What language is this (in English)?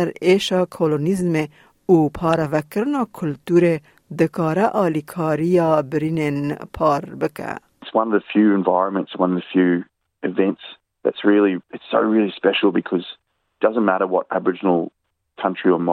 Kurdish